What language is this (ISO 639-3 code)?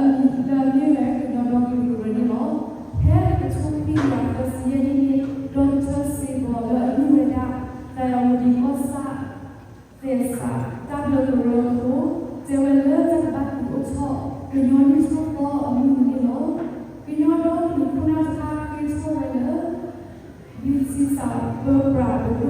ksw